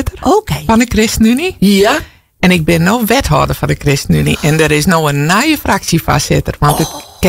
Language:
Western Frisian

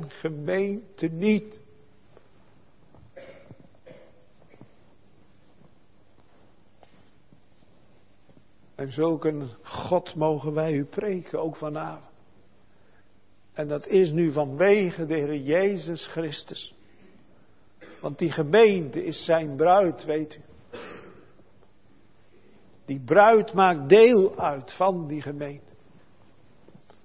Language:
Dutch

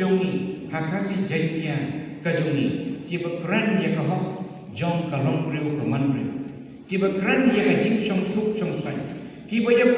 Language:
Khasi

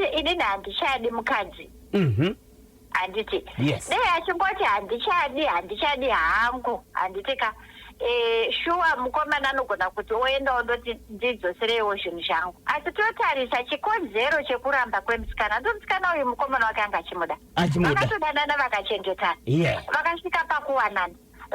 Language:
Shona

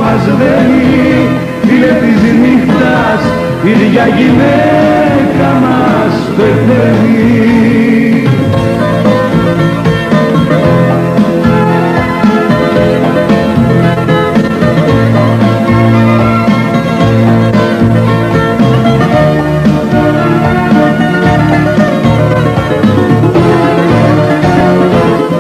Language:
Greek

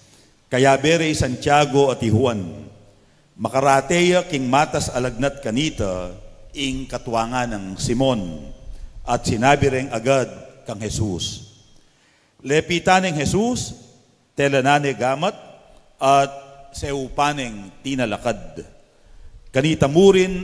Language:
Pampanga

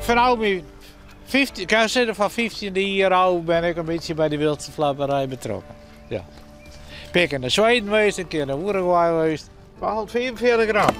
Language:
Western Frisian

